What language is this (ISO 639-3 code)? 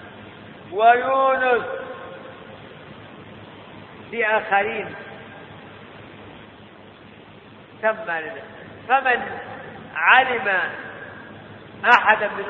ara